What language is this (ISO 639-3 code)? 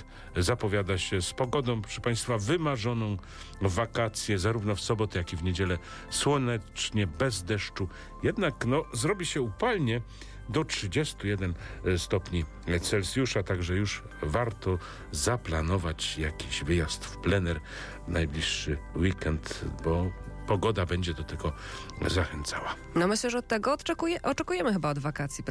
pol